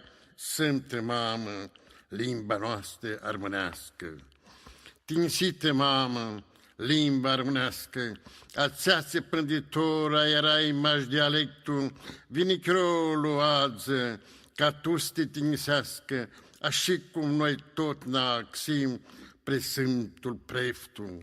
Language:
Aromanian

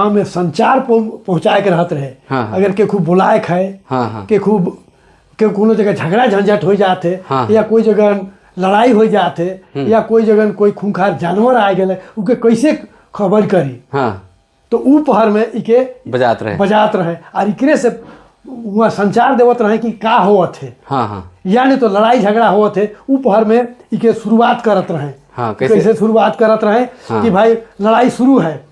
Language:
Sadri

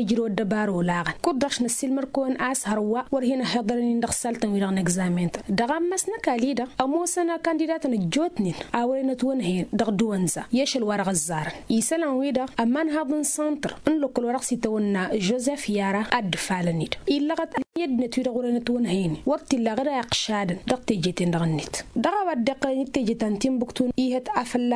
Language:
Tamasheq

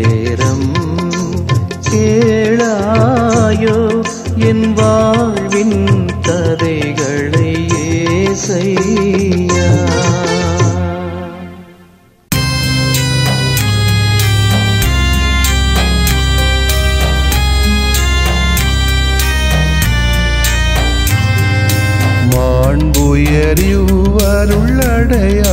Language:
Tamil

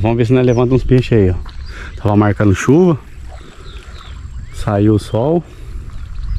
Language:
Portuguese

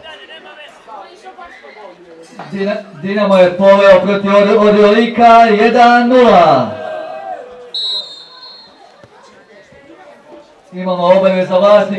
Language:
Croatian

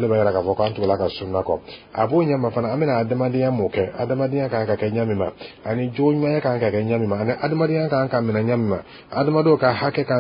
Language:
Dyula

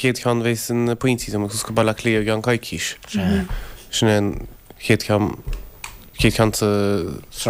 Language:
Irish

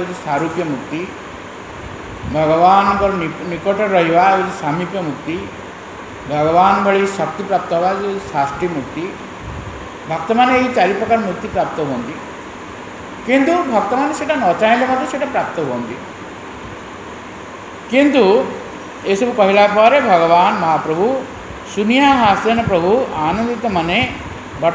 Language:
Odia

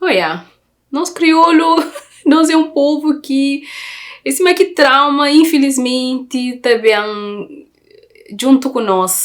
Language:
Kabuverdianu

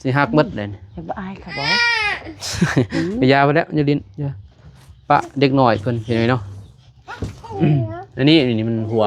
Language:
Lao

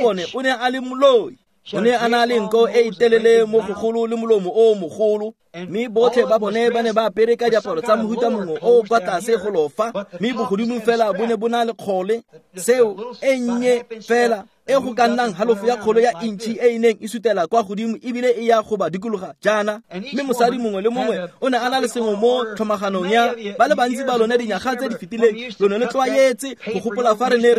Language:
Tswana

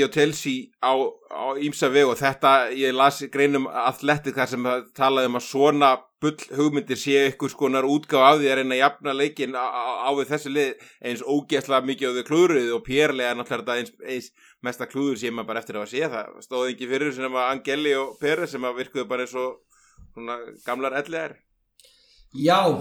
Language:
Icelandic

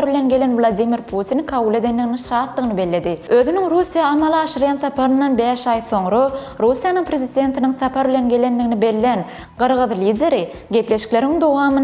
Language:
Turkmen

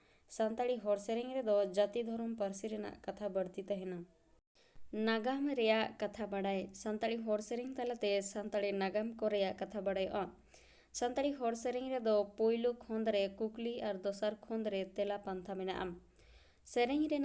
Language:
Santali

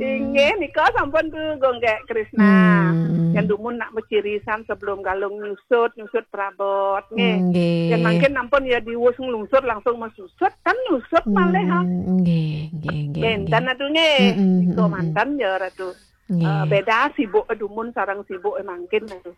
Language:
Balinese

